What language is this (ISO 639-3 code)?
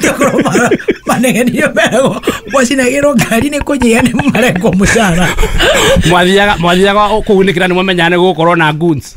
kik